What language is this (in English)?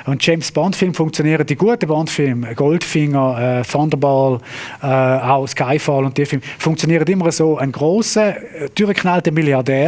Swiss German